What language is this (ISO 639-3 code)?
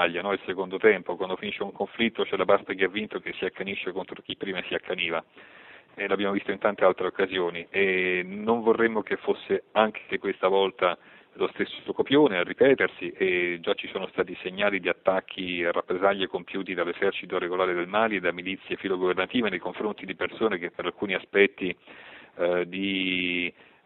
ita